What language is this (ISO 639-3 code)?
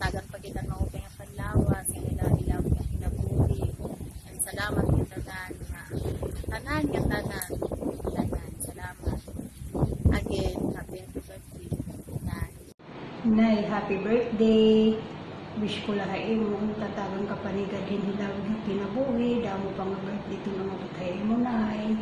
war